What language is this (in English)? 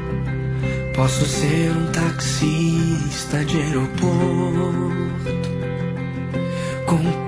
Portuguese